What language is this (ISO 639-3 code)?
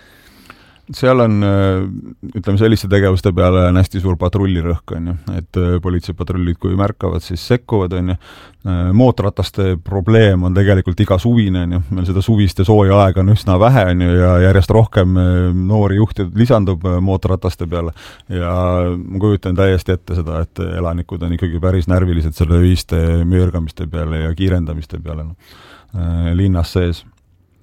est